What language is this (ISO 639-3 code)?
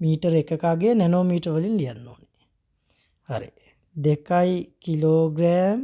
sin